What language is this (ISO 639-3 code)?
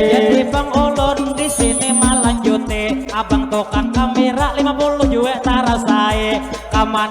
bjn